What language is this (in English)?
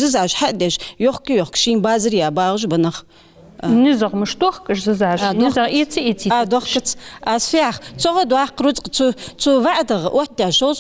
Ingush